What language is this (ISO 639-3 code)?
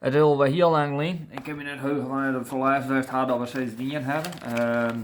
fry